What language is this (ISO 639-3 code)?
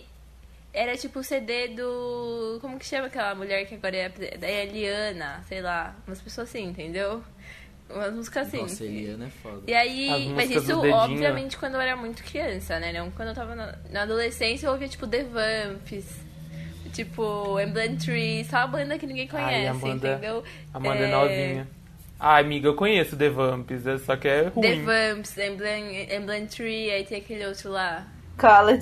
por